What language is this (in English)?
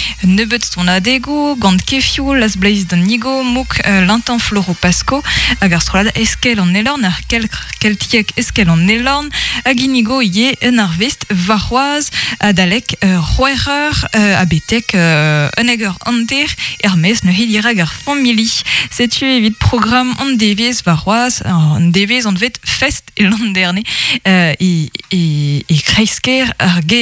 Breton